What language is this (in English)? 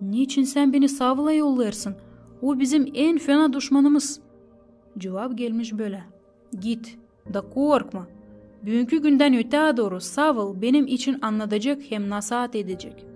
Gagauz